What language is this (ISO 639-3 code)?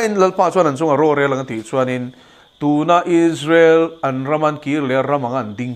lus